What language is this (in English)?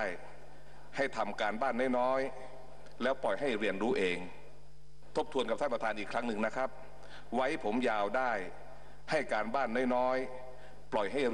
Thai